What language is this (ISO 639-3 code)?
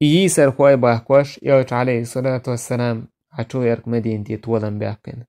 che